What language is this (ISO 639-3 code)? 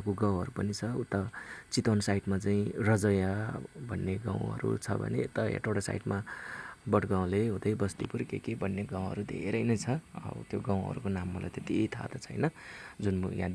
nep